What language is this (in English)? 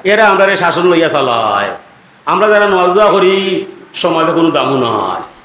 Sylheti